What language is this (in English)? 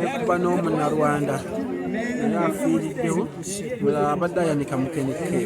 Ganda